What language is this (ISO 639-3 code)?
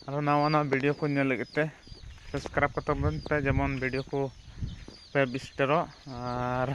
sat